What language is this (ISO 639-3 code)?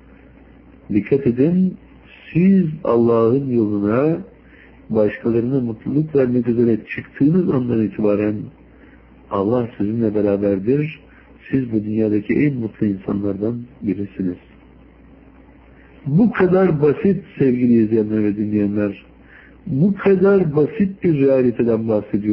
tur